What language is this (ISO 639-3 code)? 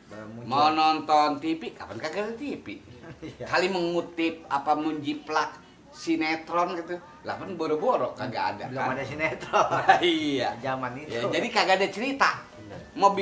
bew